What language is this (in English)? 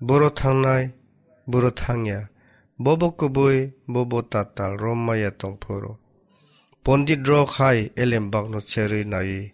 Kok Borok